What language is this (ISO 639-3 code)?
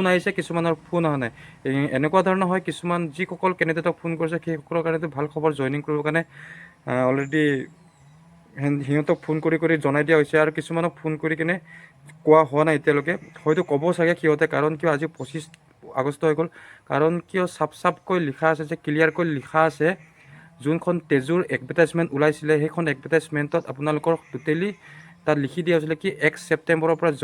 asm